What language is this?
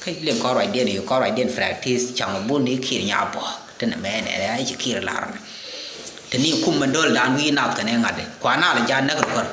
Nuer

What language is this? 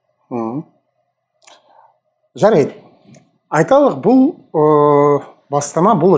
Kazakh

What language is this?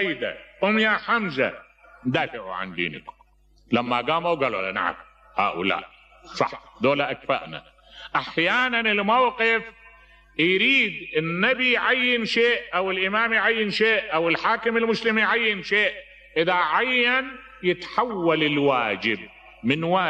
Mesopotamian Arabic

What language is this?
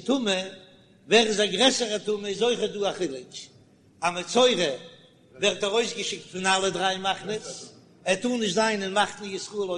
Yiddish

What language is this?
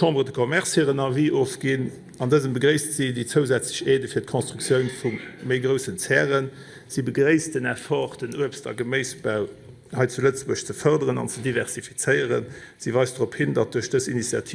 Luxembourgish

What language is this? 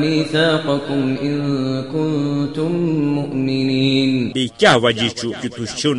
Kashmiri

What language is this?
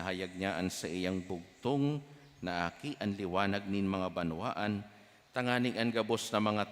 Bikol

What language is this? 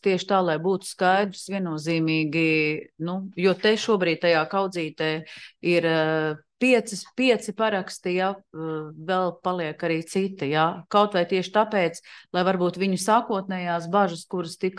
Latvian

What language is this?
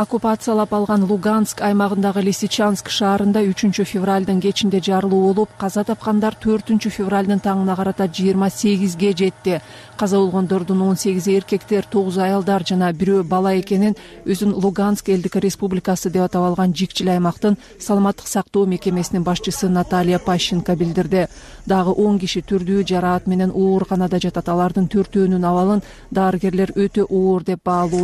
Kyrgyz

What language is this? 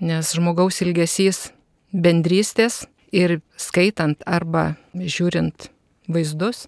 Lithuanian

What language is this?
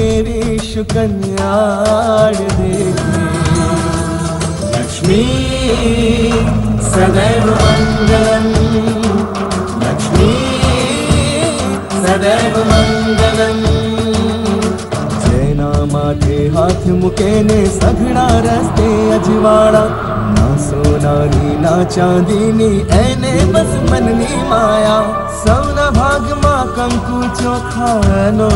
Gujarati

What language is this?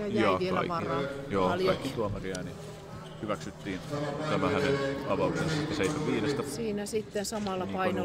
Finnish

